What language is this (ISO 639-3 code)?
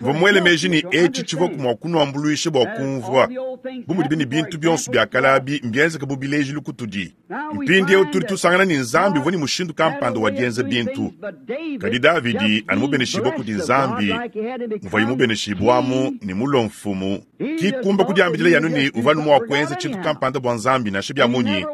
lua